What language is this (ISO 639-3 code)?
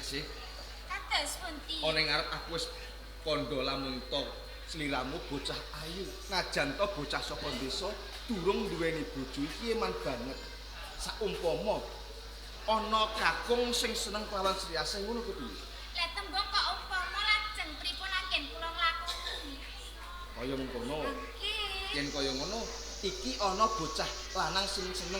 jav